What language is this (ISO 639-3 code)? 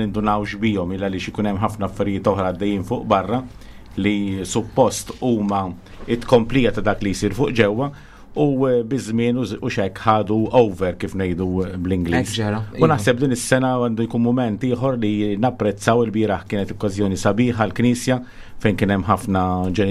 mlt